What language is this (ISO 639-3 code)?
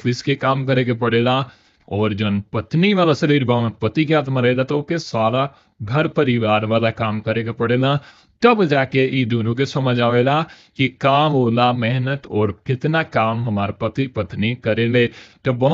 bho